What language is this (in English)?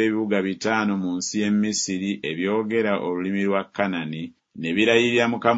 Ganda